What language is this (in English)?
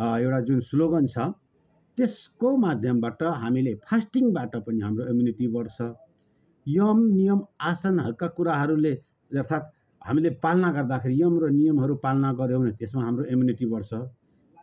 Nepali